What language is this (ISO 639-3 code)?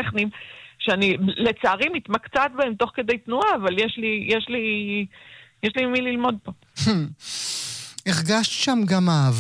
heb